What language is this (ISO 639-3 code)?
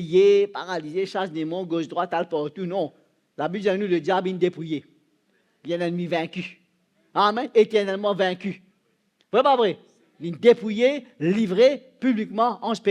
mfe